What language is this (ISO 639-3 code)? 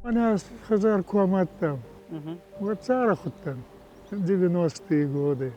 oss